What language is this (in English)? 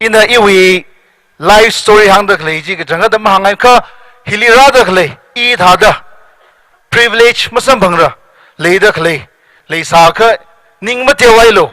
Tangkhul Naga (India)